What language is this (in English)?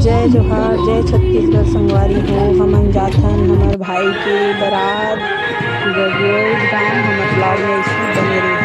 Chhattisgarhi